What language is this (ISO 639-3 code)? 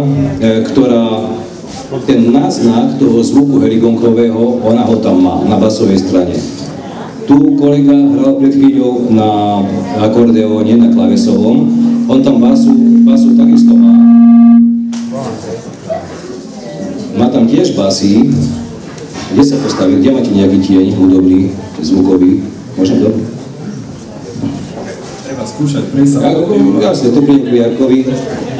slk